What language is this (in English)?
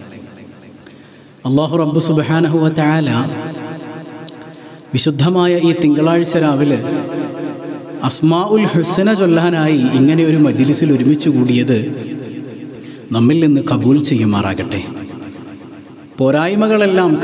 Malayalam